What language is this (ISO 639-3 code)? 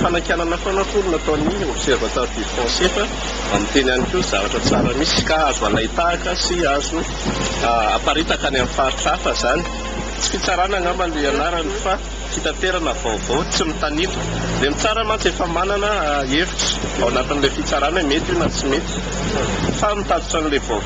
mlg